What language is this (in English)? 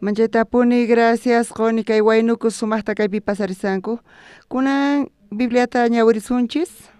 South Bolivian Quechua